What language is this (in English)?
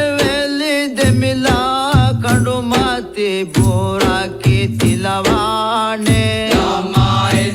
Divehi